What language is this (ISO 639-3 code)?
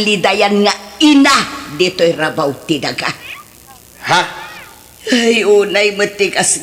ilo